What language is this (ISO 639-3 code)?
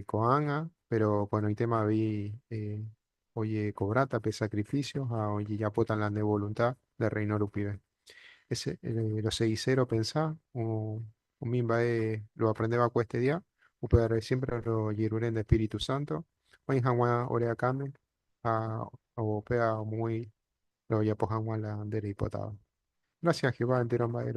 grn